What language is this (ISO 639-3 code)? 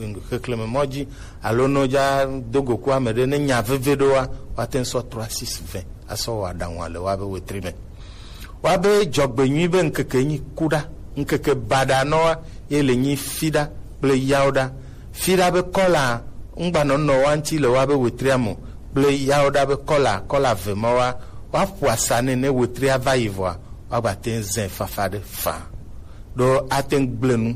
gej